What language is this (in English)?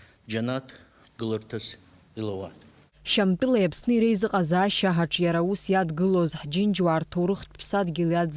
Abkhazian